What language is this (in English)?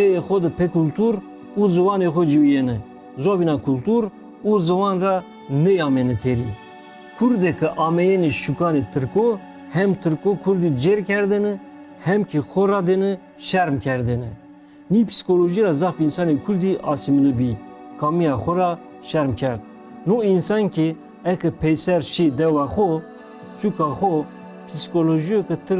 Zaza